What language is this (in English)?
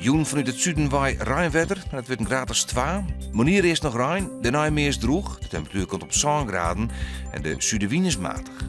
Western Frisian